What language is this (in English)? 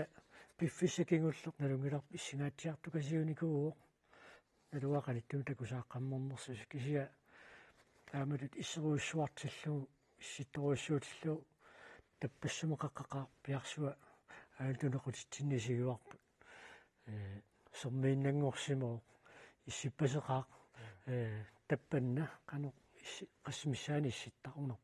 Kalaallisut